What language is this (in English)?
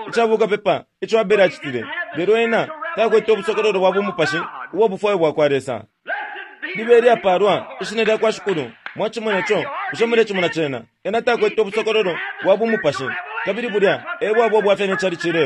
Bemba